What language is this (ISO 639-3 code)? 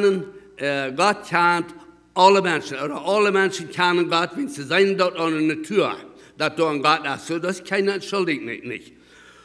pdt